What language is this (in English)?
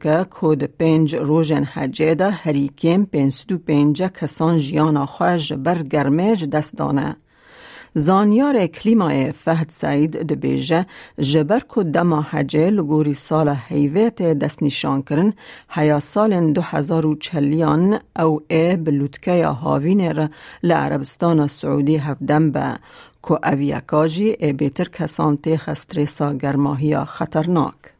Kurdish